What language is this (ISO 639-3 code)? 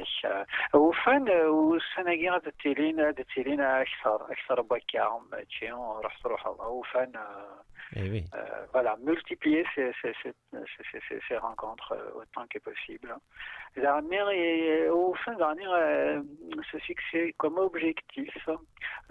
kab